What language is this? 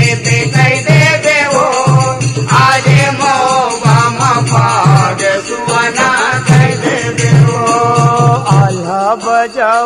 Chhattisgarhi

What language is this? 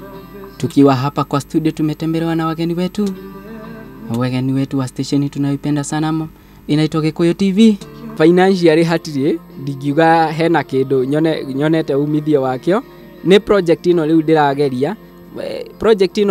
Kikuyu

